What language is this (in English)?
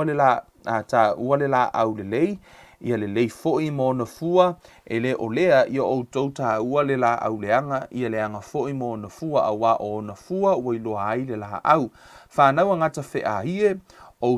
Samoan